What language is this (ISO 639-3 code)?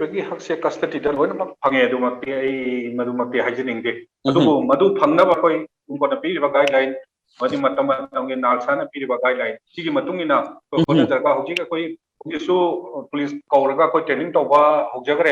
mni